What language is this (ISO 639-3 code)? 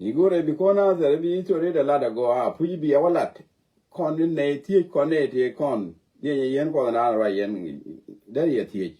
nus